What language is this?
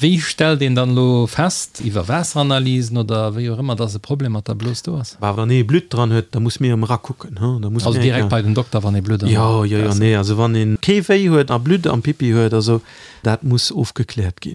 Luxembourgish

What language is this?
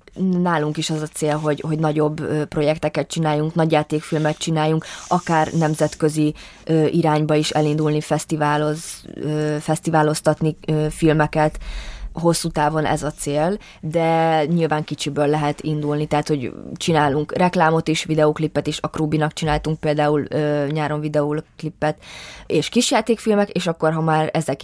Hungarian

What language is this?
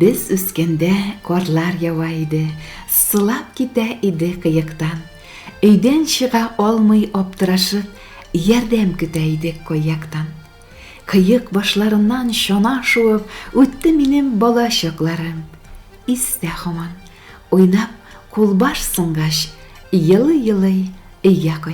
Tatar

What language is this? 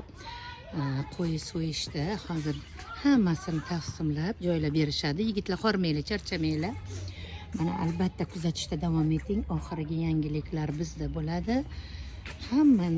Uzbek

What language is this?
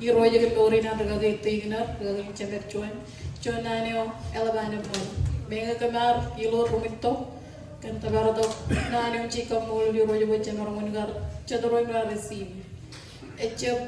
Marshallese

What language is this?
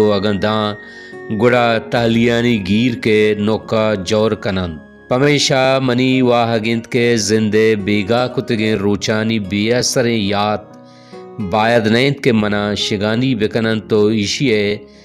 Baluchi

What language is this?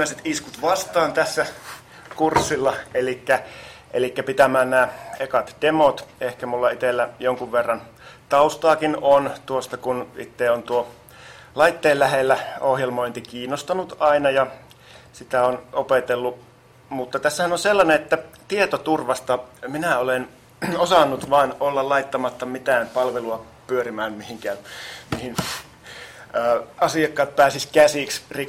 Finnish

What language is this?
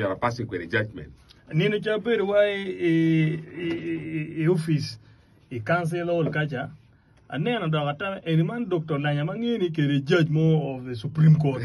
Acoli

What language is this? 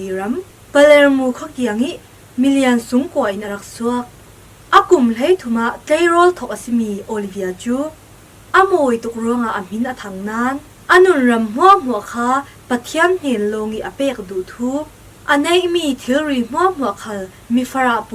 Falam Chin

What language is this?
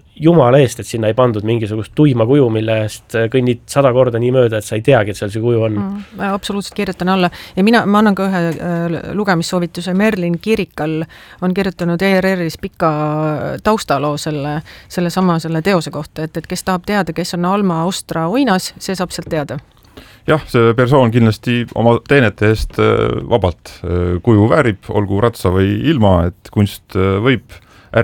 Estonian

